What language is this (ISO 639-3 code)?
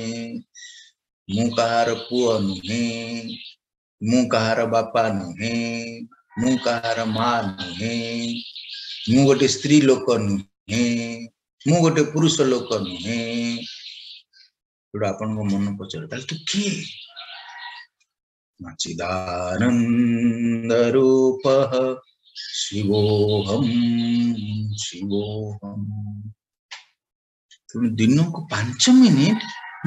ori